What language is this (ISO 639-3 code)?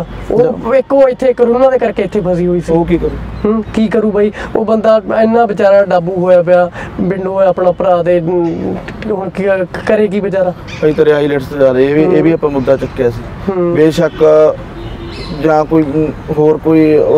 pan